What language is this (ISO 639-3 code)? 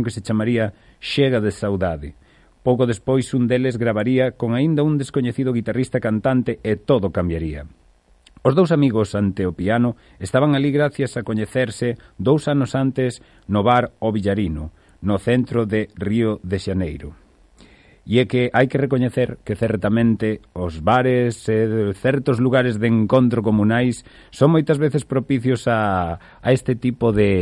glg